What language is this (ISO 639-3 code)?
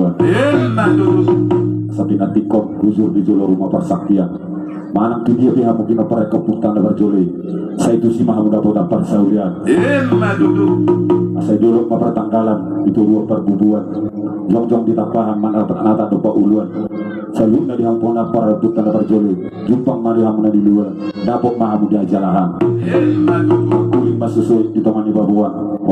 bbc